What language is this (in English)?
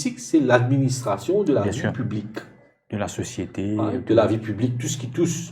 Morisyen